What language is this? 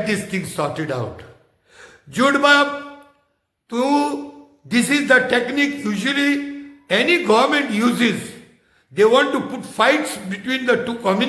Konkani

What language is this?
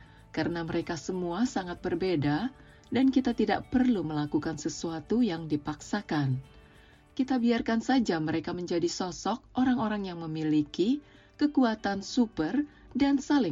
Indonesian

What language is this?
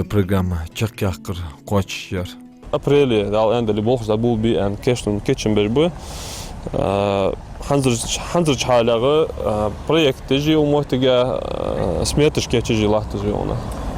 Ingush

